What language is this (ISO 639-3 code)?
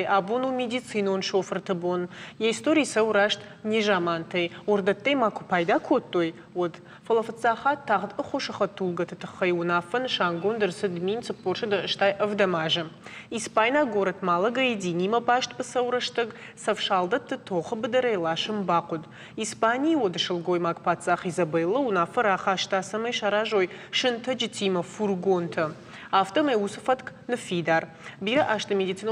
oss